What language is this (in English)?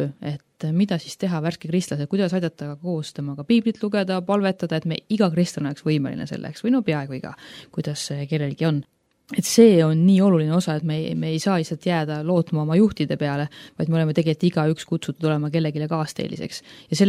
Estonian